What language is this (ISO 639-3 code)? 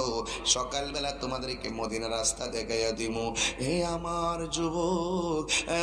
ben